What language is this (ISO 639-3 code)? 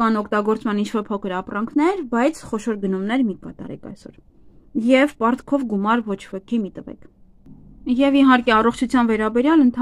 hye